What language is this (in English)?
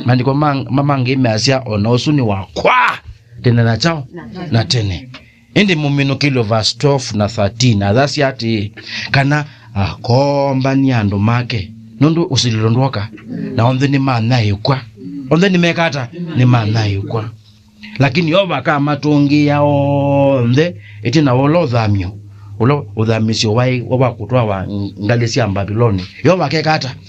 Kamba